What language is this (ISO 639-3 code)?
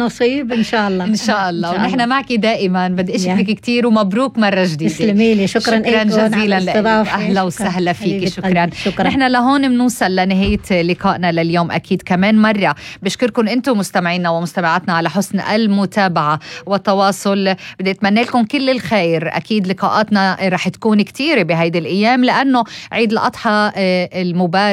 apc